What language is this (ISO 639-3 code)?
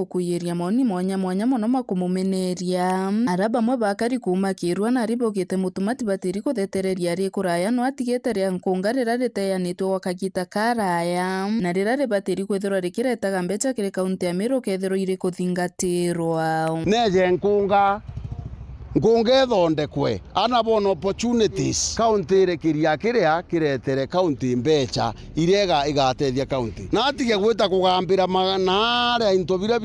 mer